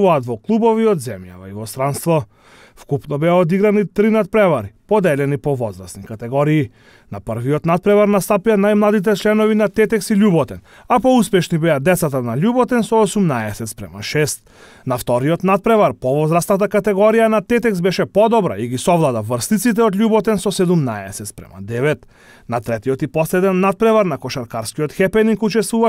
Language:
Macedonian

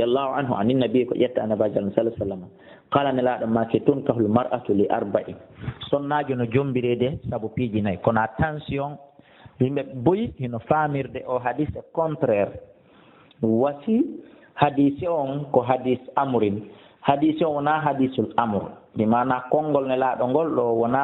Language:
Fula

